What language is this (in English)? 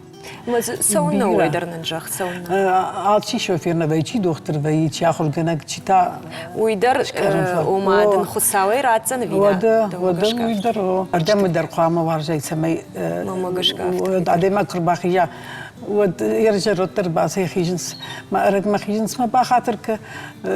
Ossetic